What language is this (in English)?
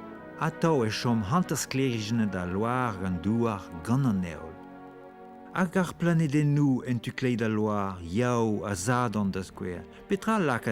Breton